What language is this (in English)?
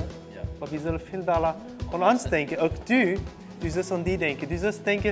Plautdietsch